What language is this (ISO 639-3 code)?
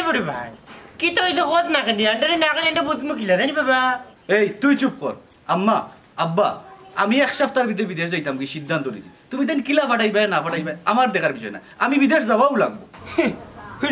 syl